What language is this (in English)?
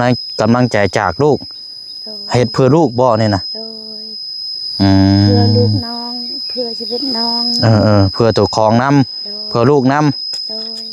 Lao